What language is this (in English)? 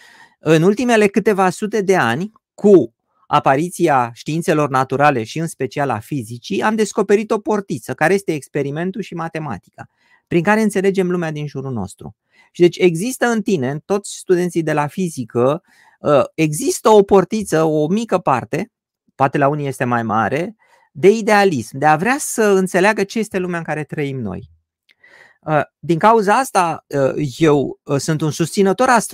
Romanian